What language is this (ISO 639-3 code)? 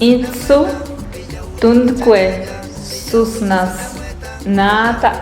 pbb